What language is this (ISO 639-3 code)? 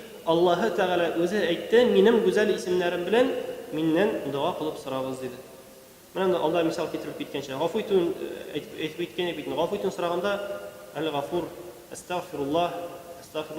tat